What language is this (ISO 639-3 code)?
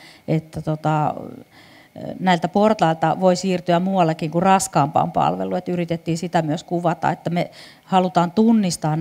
fin